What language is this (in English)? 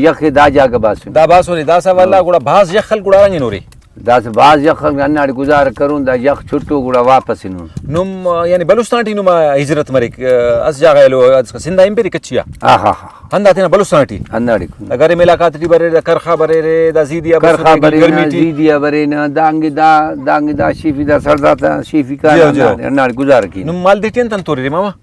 Brahui